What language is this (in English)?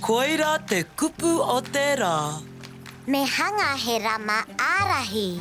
Māori